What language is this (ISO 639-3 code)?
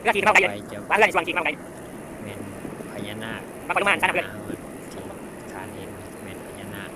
lao